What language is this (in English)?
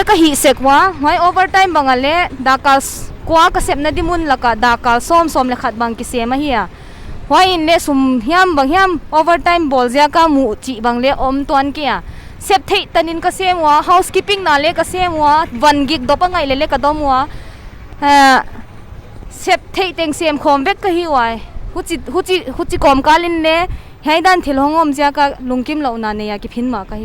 Paite Chin